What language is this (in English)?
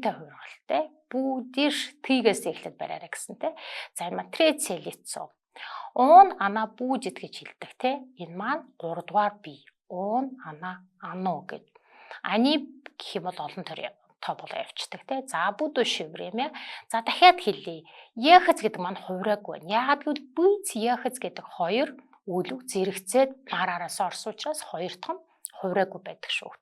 Mongolian